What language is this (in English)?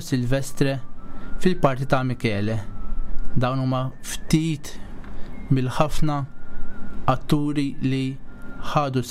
Maltese